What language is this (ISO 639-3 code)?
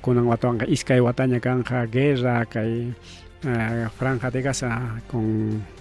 quy